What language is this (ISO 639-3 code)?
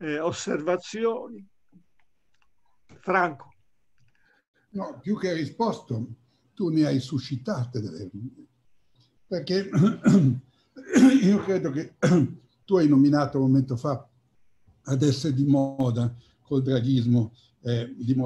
ita